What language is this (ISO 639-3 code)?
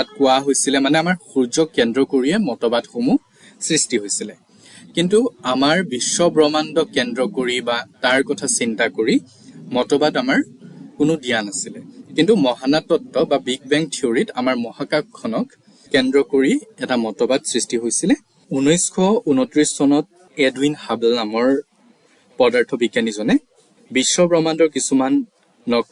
asm